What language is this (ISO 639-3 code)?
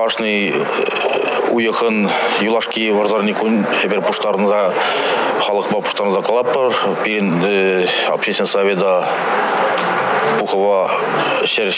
chv